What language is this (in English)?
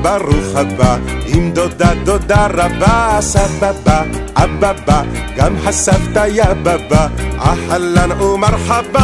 Hebrew